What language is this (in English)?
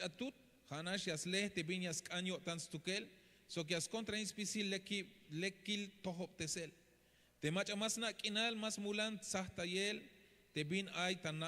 Tzeltal